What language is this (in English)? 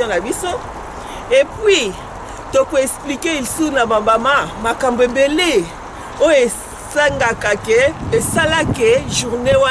Lingala